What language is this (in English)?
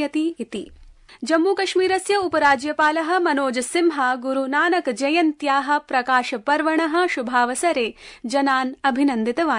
Sanskrit